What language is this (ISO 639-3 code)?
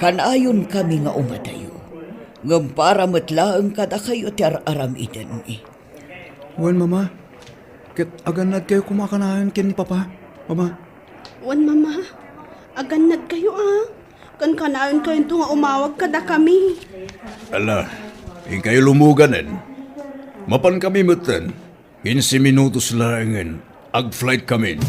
ilo